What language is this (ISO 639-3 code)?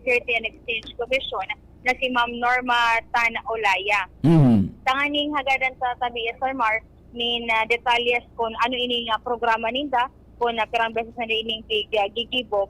bik